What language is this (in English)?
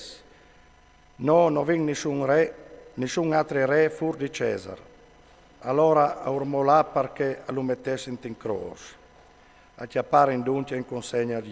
Friulian